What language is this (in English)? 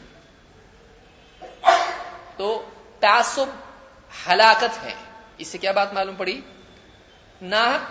Urdu